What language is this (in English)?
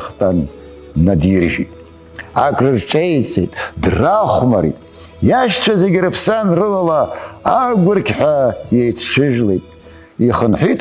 Abkhazian